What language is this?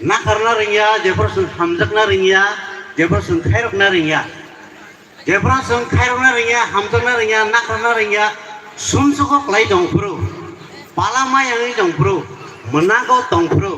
Kok Borok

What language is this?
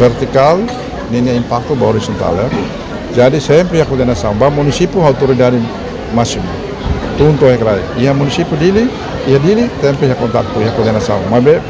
Tetum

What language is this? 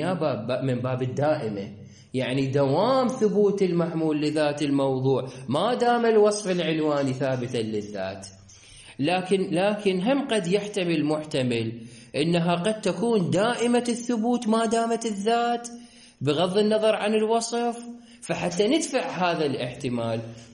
Mesopotamian Arabic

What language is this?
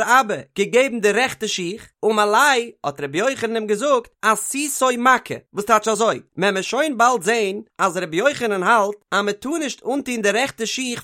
Yiddish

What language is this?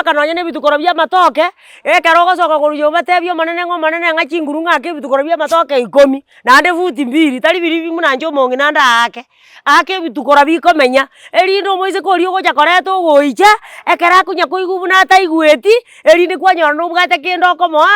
Gusii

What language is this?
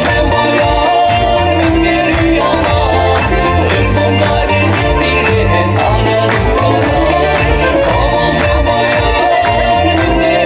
Chuvash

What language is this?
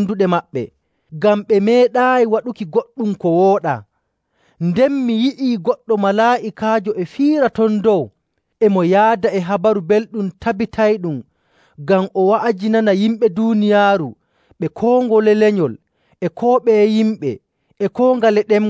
Nigerian Fulfulde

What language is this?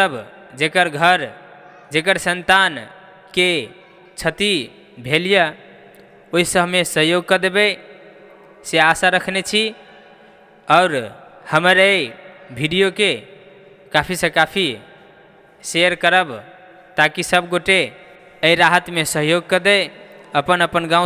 Maithili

